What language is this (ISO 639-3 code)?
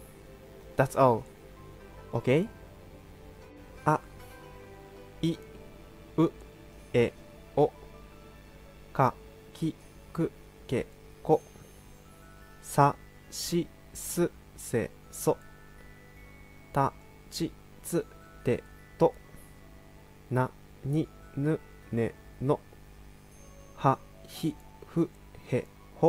jpn